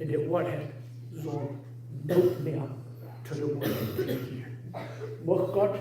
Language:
Plautdietsch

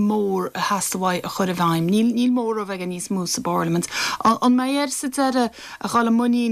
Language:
Irish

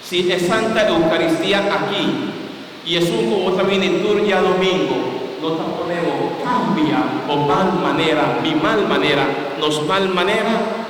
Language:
Papiamento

